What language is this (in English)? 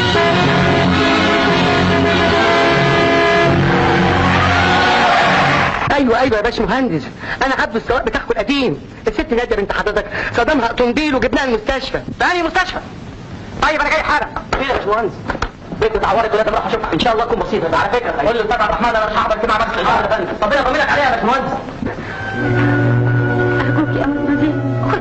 Egyptian Arabic